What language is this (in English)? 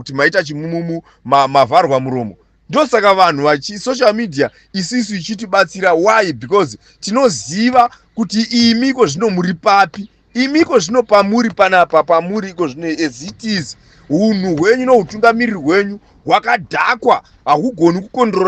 Shona